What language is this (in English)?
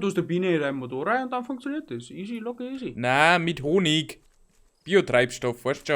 Bavarian